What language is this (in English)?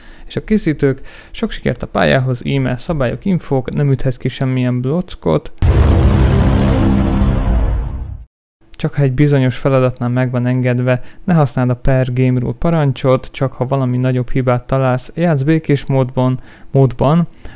Hungarian